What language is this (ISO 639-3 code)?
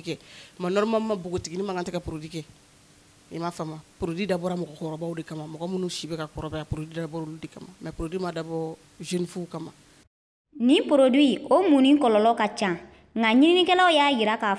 bam